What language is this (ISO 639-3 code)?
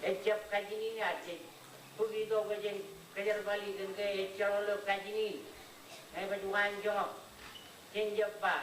mah